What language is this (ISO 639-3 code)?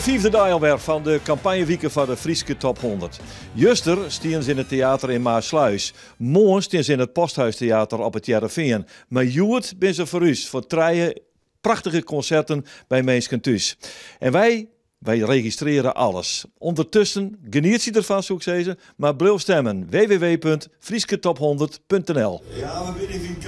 fry